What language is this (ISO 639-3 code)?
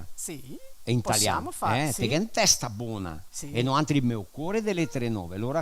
vec